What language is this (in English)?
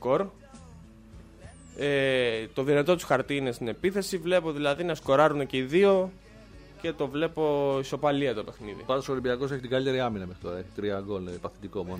Greek